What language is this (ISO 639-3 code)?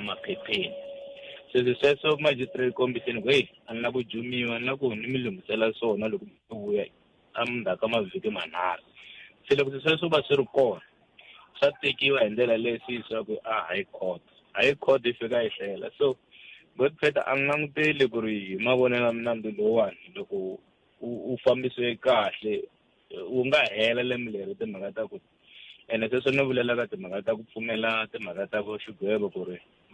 tso